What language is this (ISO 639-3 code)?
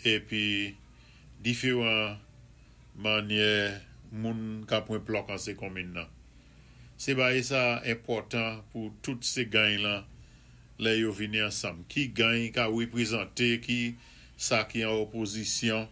acf